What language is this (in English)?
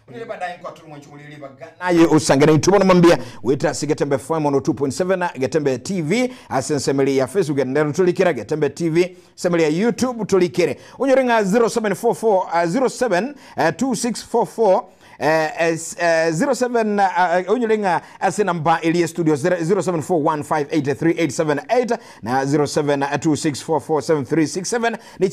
Gusii